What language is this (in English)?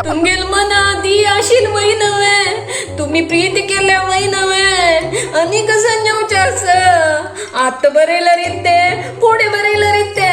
Konkani